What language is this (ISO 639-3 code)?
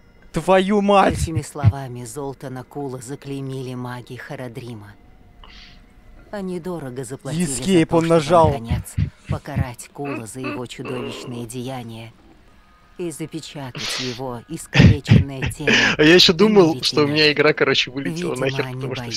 rus